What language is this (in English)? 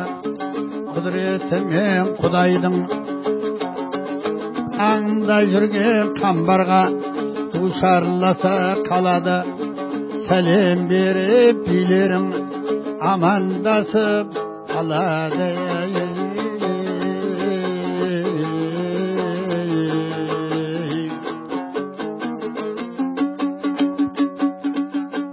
Kazakh